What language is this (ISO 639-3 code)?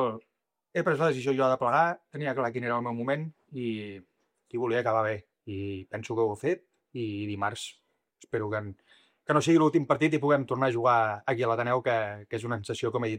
cat